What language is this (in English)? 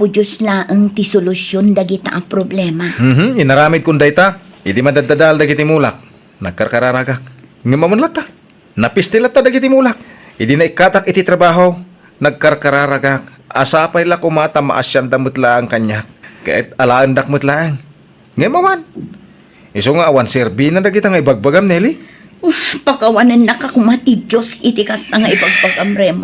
Iloko